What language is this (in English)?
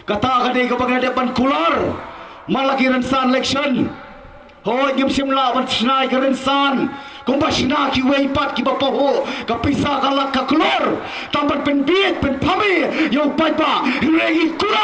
Khasi